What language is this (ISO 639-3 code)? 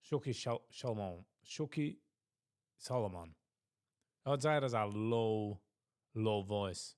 yid